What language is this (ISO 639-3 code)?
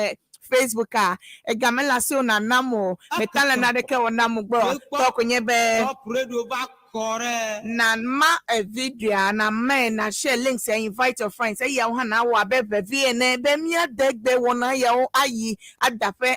ewe